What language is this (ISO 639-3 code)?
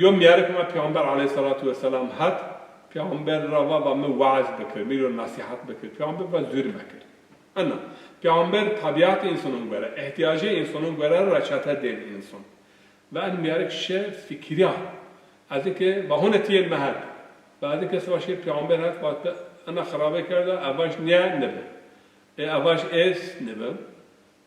zza